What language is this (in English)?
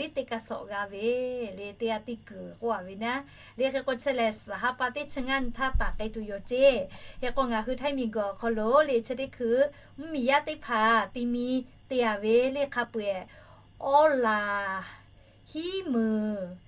Lahu